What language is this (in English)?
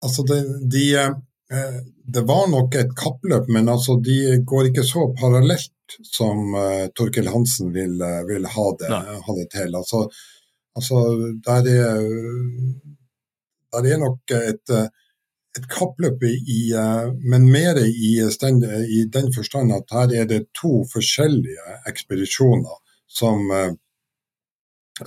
Norwegian